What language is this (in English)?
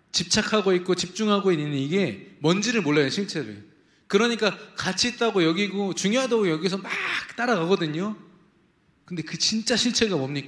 Korean